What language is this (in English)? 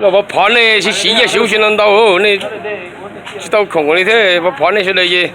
Hmong